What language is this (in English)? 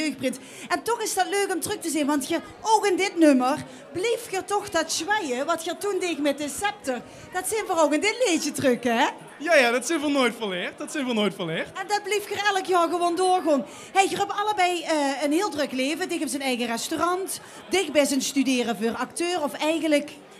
Limburgish